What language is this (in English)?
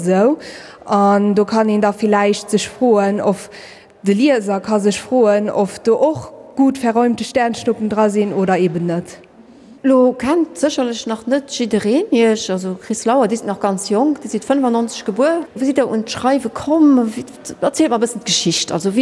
Luxembourgish